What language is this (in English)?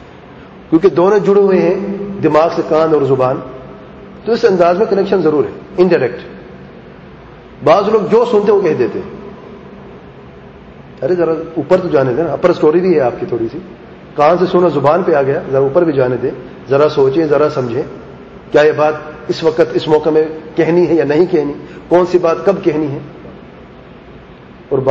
Urdu